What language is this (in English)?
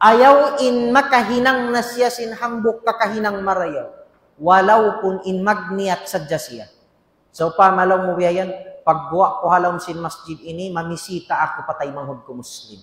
Tausug